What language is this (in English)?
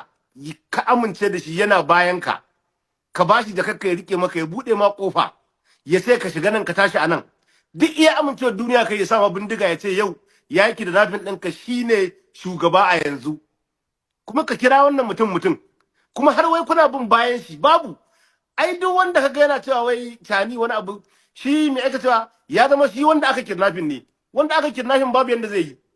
Hausa